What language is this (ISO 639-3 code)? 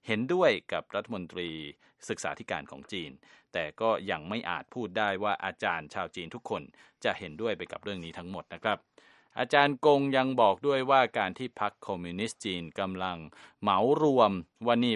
tha